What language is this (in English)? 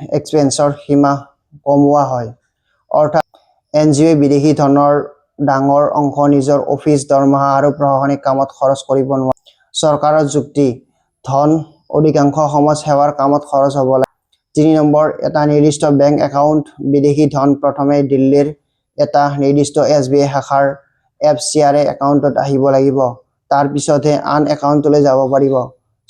Assamese